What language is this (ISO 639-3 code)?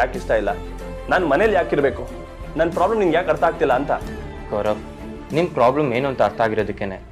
kan